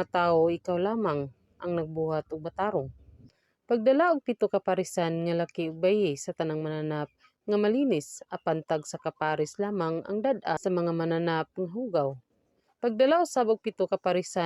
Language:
Cebuano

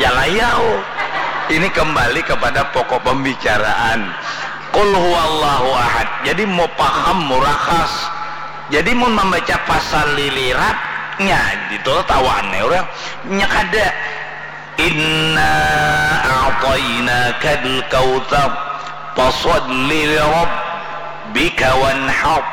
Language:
Banjar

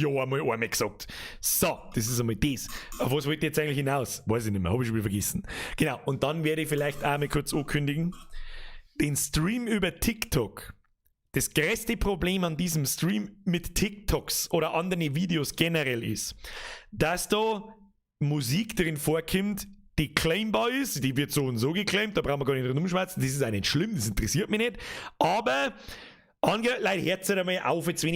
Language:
Bavarian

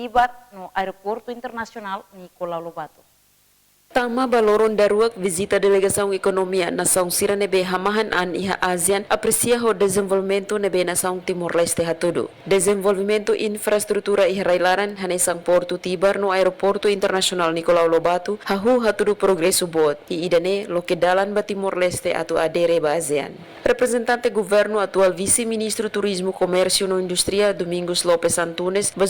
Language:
Tetum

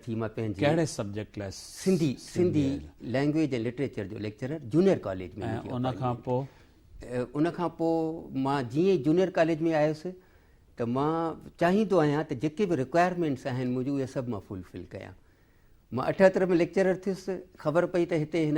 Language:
Sindhi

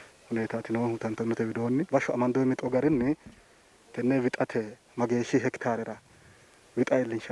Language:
Sidamo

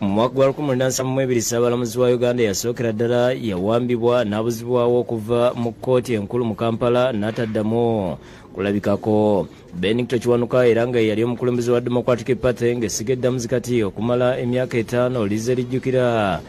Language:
Ganda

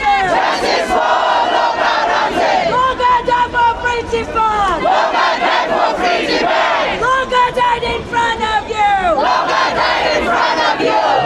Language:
Tibetan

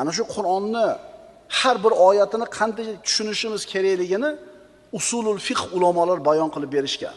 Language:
Uzbek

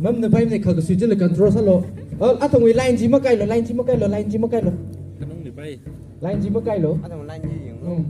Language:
Tangkhul Naga (India)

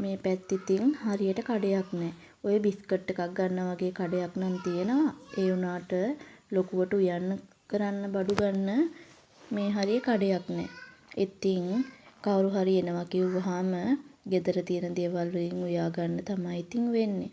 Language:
Sinhala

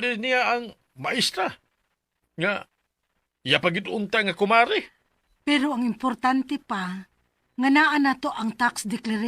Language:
Cebuano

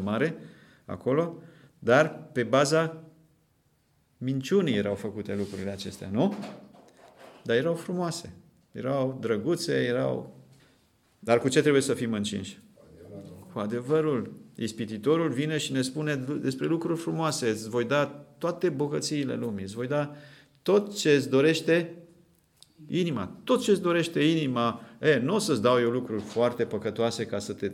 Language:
Romanian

